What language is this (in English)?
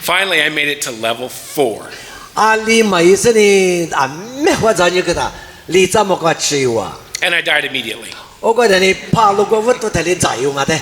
Lisu